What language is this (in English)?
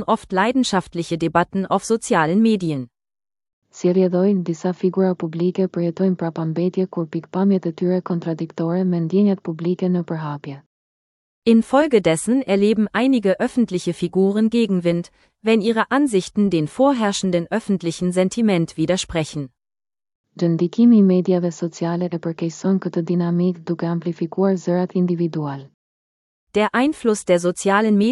Albanian